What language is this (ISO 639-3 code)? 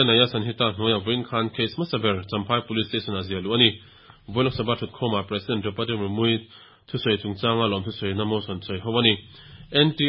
lus